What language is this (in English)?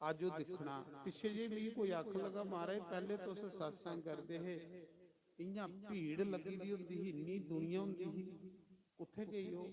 Dogri